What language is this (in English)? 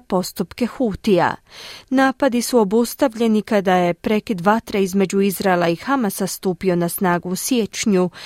Croatian